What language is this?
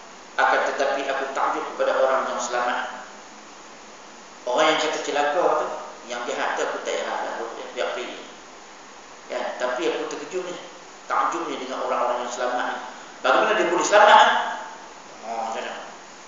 Malay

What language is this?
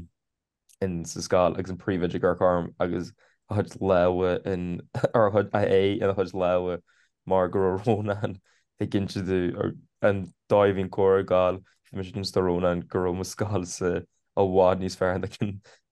Irish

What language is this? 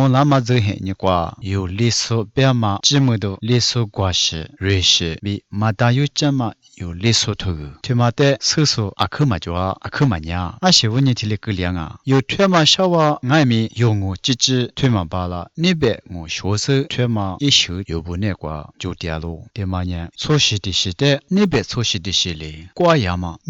Lisu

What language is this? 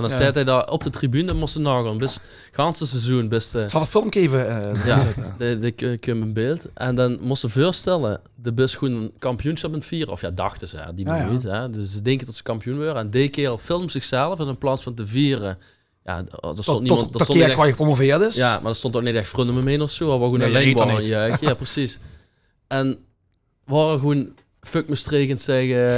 Limburgish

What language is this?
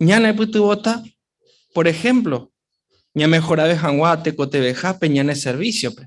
Guarani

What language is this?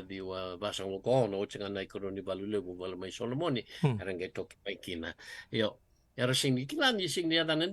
Fijian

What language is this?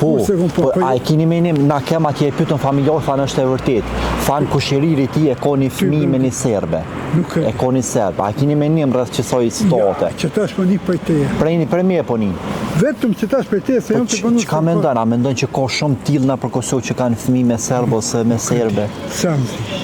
Albanian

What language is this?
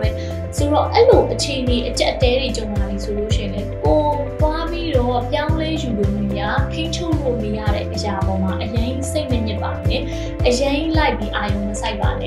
Burmese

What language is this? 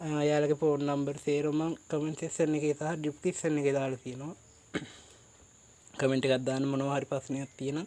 Sinhala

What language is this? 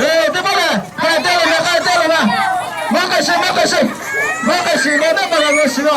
Lahu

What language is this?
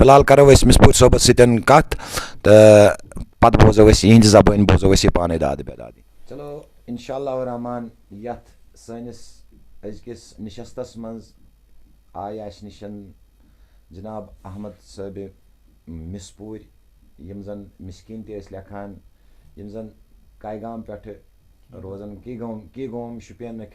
Kashmiri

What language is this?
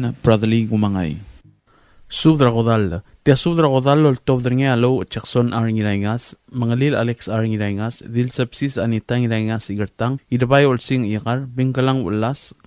Palauan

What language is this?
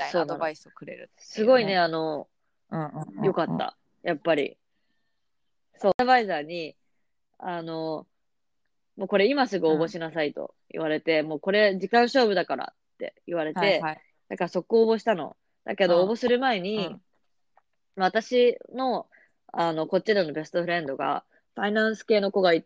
Japanese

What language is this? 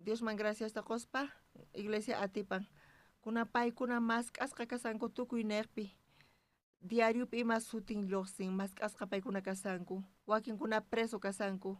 South Bolivian Quechua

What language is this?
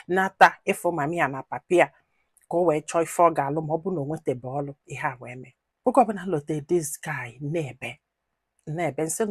Igbo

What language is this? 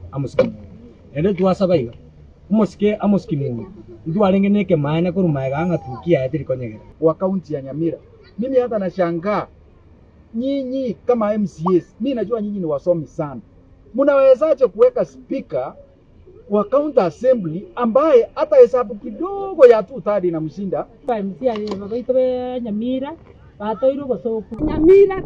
Gusii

